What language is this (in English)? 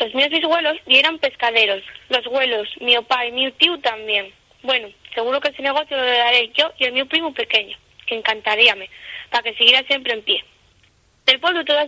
Asturian